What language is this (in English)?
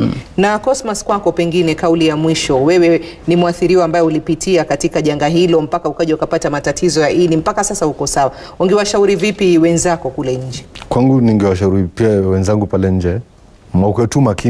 Swahili